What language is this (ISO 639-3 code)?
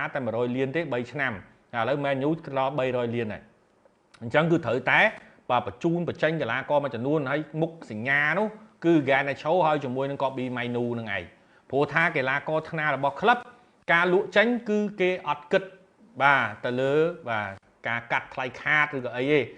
khm